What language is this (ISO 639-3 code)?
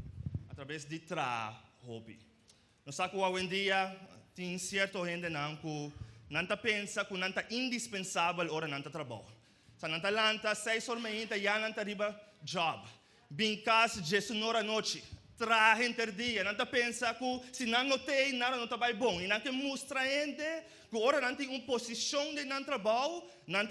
pap